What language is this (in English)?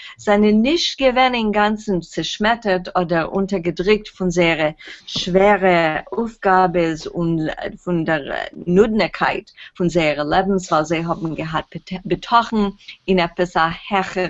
Yiddish